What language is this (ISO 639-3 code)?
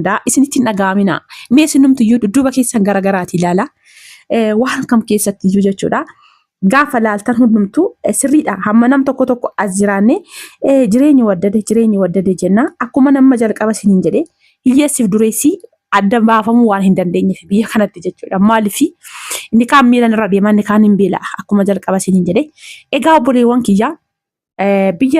orm